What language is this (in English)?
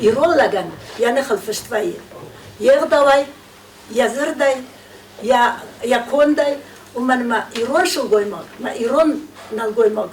Ossetic